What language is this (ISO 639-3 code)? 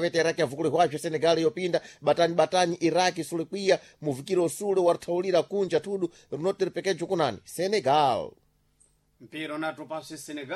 seh